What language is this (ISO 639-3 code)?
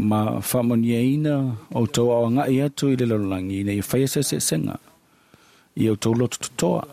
smo